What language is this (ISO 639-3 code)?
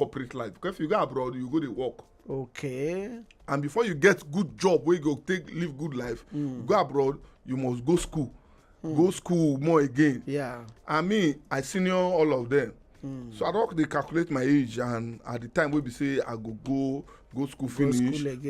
pcm